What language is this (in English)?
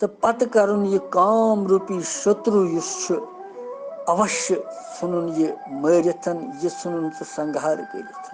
Kashmiri